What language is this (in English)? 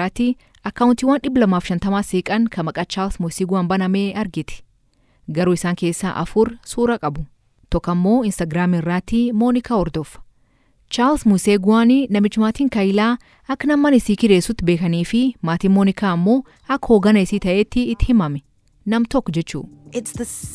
Oromo